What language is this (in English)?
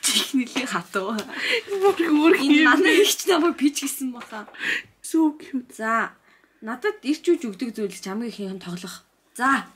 Mongolian